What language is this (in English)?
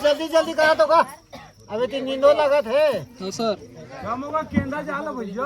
Chhattisgarhi